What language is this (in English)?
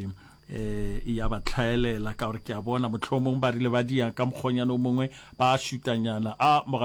Northern Sotho